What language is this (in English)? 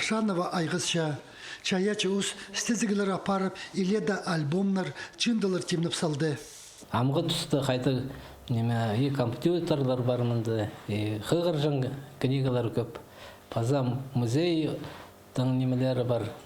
Khakas